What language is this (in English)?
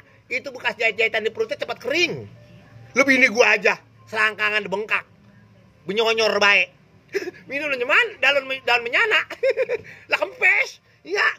Betawi